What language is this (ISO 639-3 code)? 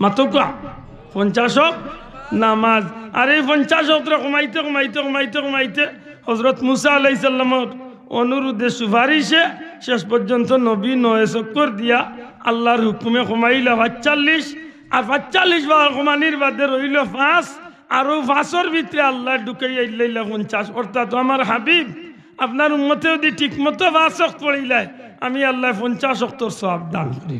syl